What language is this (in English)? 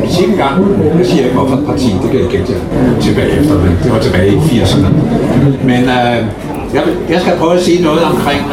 Danish